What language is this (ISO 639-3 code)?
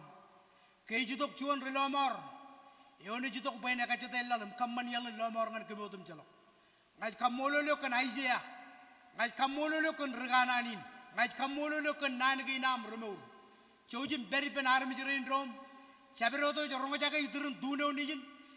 mah